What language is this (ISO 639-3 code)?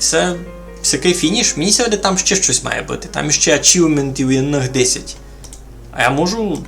rue